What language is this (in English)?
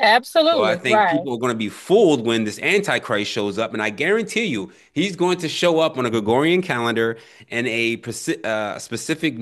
English